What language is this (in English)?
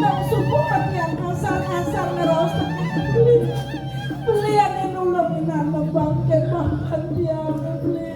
Balinese